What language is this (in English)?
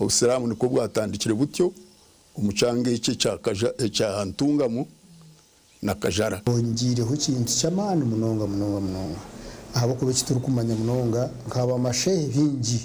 Nyankole